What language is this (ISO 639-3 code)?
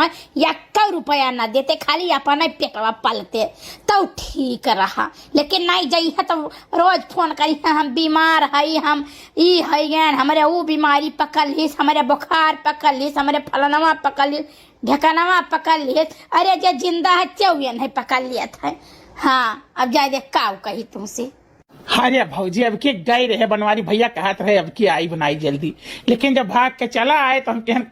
awa